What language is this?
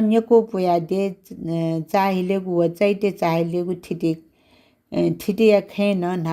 Newari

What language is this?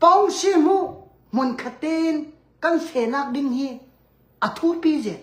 Hakha Chin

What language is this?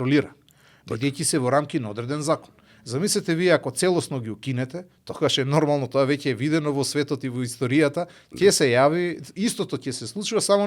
Macedonian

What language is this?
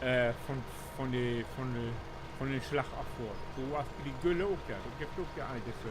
Low German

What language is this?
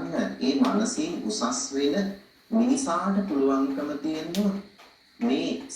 Sinhala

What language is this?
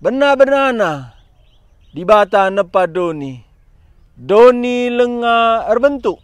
Batak Karo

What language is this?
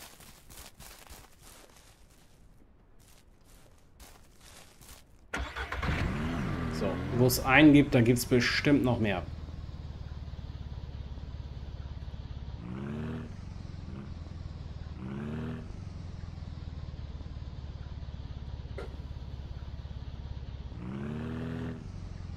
German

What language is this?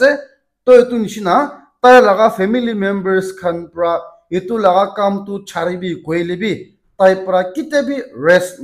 Naga Pidgin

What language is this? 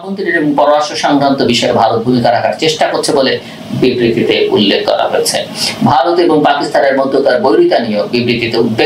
Bangla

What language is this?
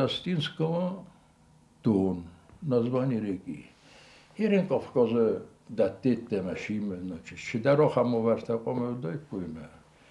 Ossetic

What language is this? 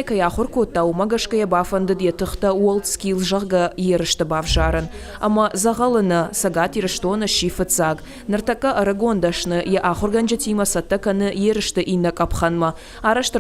Ossetic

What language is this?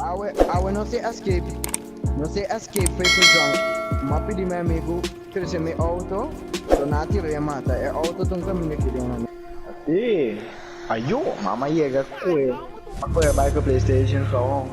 Papiamento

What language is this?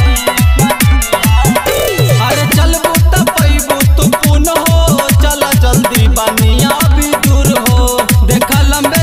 Bhojpuri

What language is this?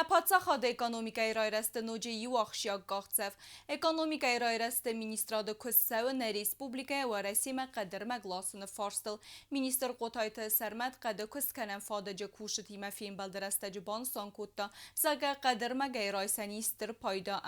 Ossetic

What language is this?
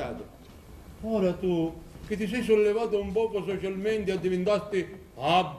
Sicilian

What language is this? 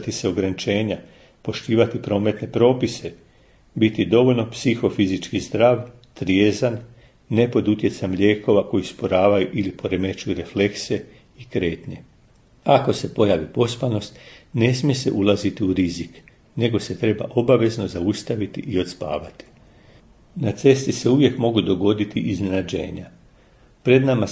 Croatian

